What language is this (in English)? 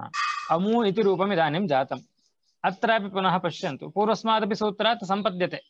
Sanskrit